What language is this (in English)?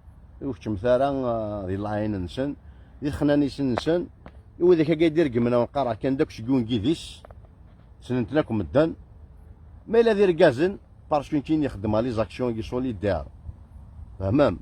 Kabyle